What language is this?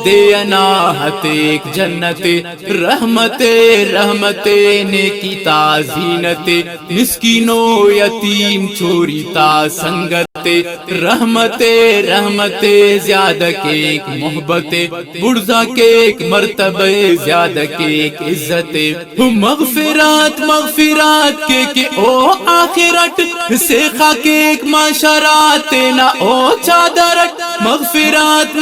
Brahui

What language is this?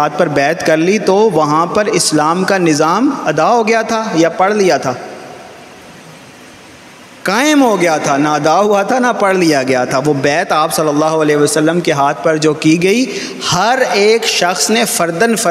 Urdu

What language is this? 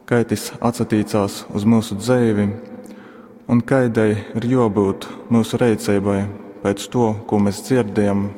Latgalian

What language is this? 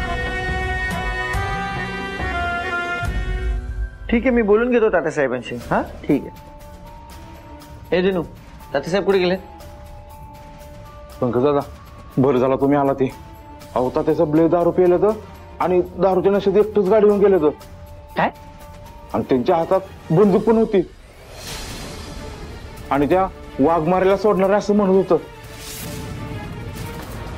Marathi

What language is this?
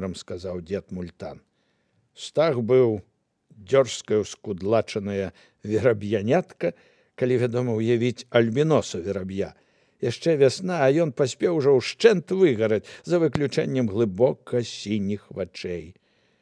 Belarusian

